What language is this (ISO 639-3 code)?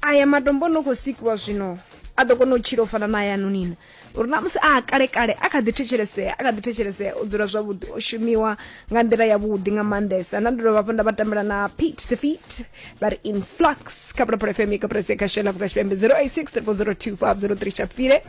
ven